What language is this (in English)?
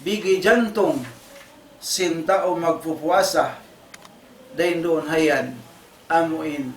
Tausug